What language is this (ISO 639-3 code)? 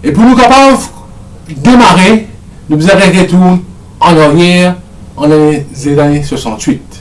mfe